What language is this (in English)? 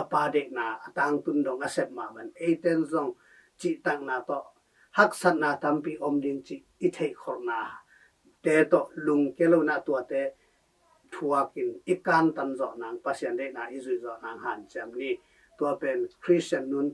Tedim Chin